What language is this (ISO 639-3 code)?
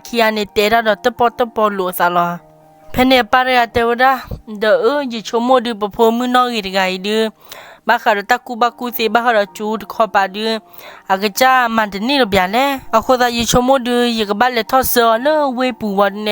ksw